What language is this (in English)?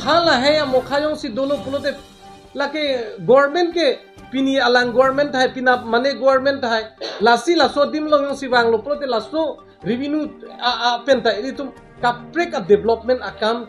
Karbi